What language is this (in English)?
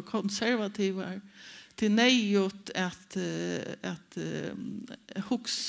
Faroese